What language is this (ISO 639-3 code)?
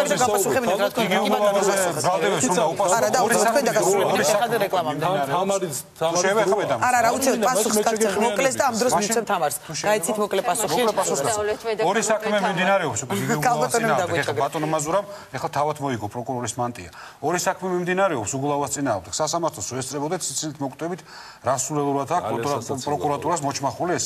kat